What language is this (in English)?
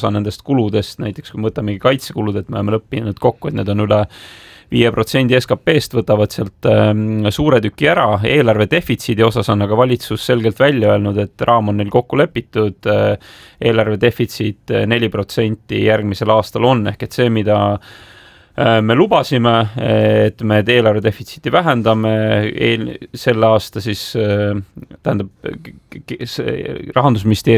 Estonian